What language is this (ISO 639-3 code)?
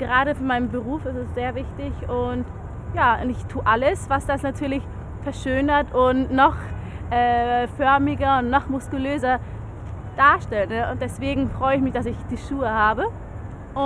deu